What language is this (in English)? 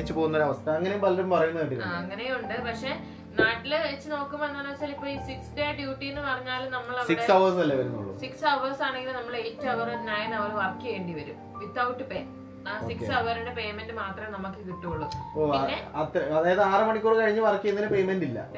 Malayalam